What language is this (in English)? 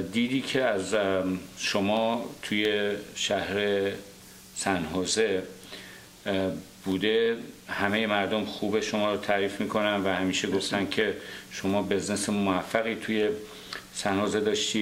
Persian